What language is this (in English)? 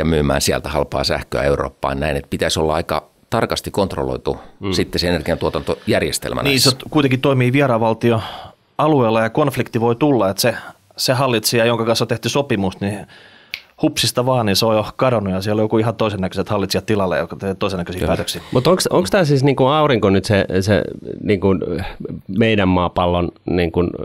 Finnish